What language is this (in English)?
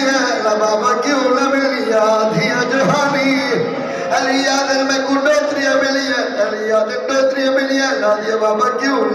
Saraiki